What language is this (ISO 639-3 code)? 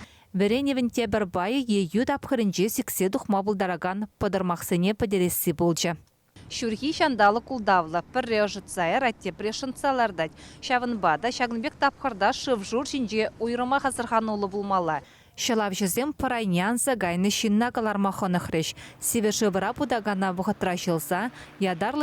chv